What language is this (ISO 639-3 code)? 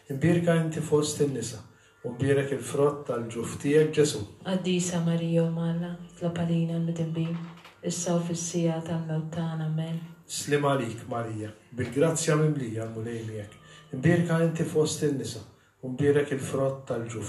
mlt